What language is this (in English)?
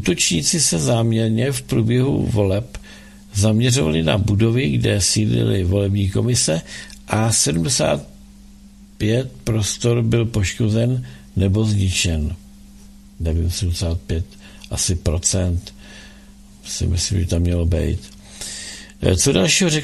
Czech